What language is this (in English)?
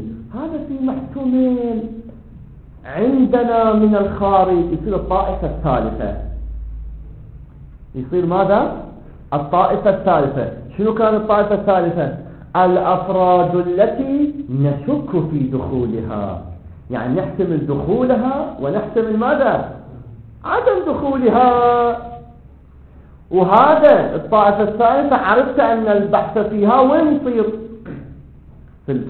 Arabic